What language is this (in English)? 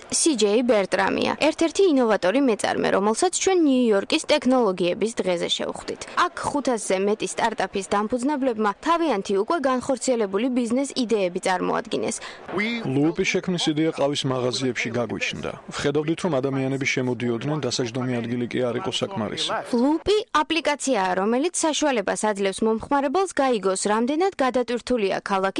Georgian